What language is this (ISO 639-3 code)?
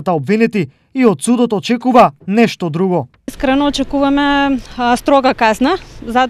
mkd